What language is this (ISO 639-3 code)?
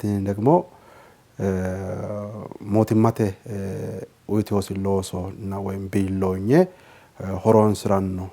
sid